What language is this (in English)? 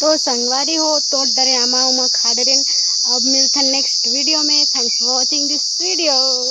Chhattisgarhi